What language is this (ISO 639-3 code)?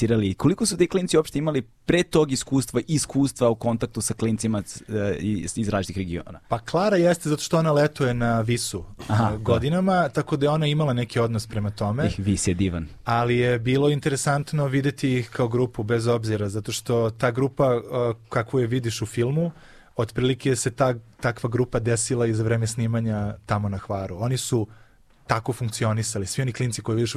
srp